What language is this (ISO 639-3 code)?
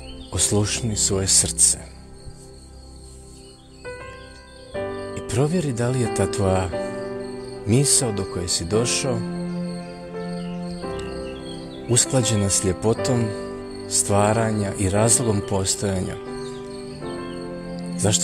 hrv